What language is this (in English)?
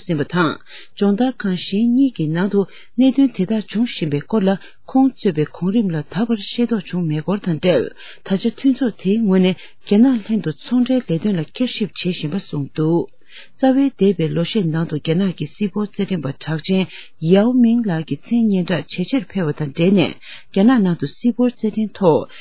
Tibetan